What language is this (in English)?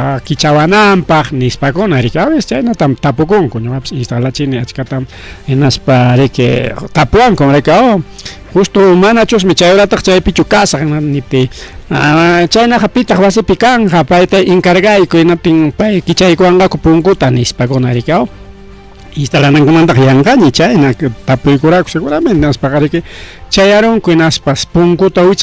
Ayacucho Quechua